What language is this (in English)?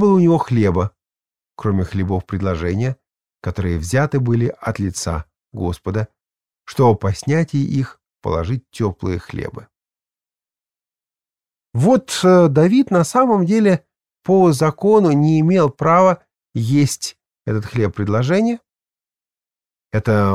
Russian